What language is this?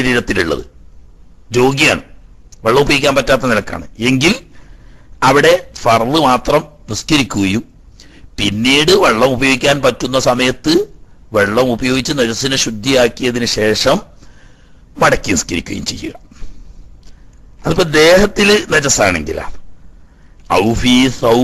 Malayalam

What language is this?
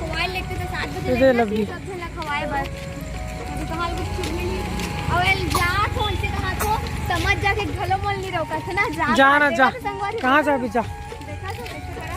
Chhattisgarhi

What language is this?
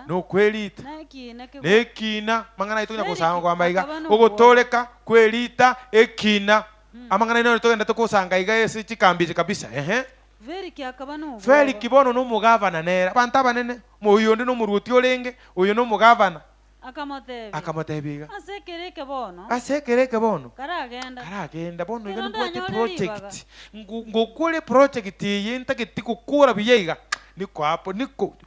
Gusii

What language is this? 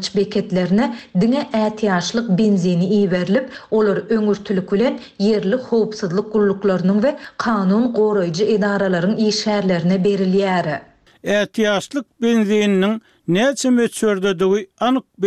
Turkmen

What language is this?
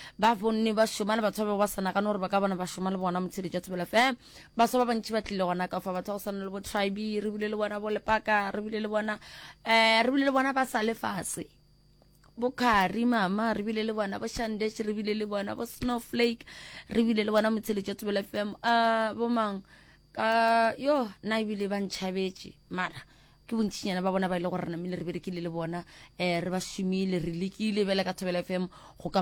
Northern Sotho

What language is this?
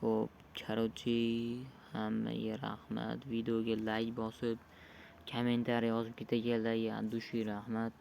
Uzbek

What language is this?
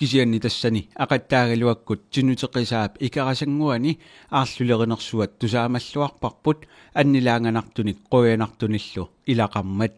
Kalaallisut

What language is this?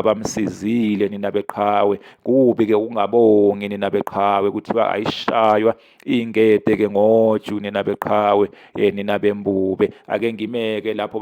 Zulu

